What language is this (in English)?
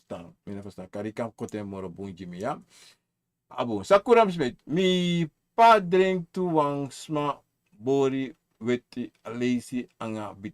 Sranan Tongo